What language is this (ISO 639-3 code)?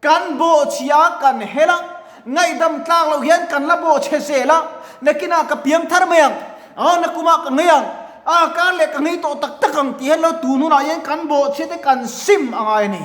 lus